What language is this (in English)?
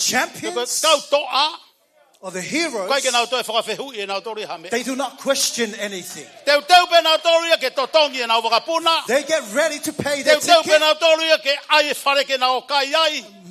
Tongan